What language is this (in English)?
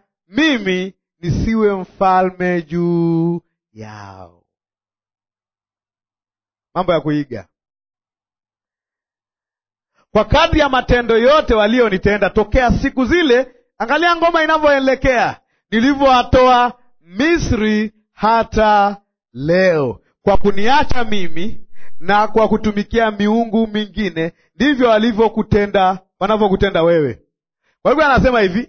Swahili